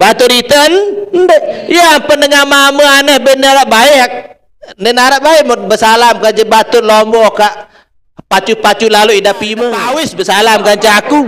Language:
Sasak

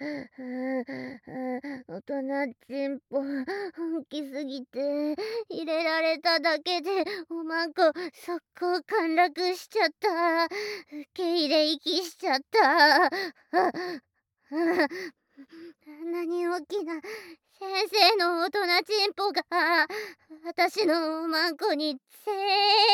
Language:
Japanese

